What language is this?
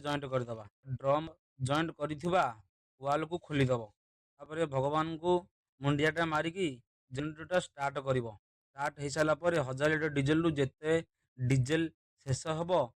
Odia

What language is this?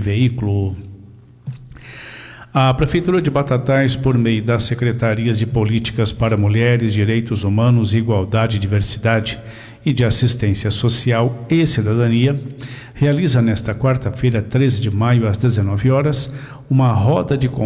Portuguese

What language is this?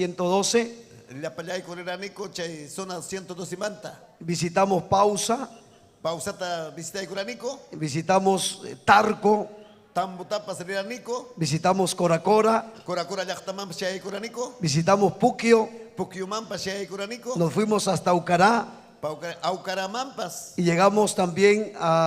Ayacucho Quechua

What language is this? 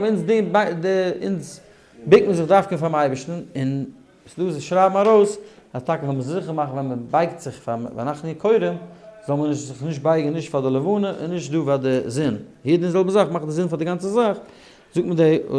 Yiddish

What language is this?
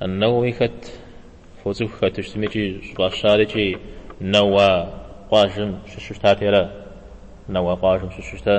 Kabardian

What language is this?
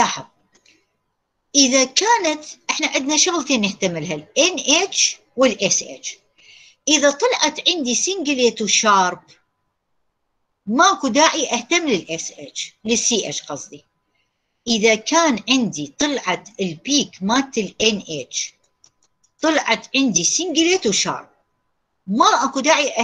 Mesopotamian Arabic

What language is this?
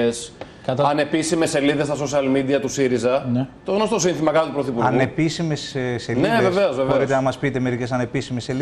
Greek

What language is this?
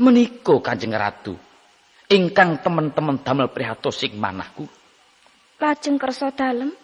Javanese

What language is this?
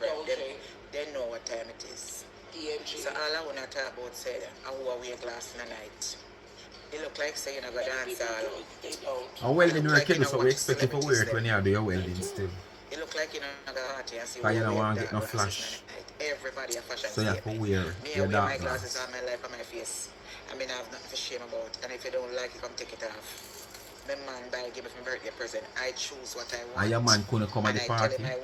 Jamaican Creole English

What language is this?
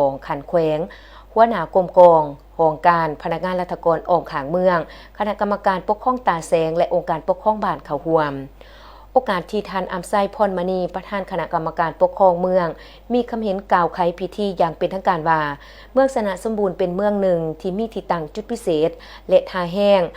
Lao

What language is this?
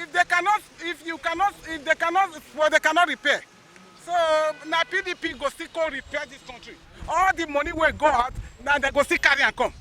Nigerian Pidgin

